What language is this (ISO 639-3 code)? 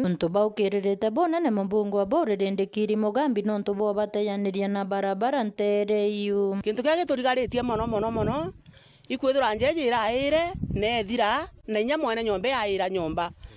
mer